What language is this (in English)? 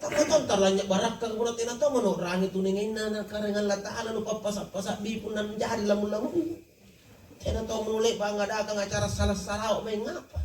Makasar